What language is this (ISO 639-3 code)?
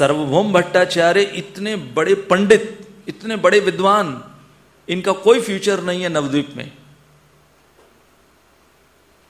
hin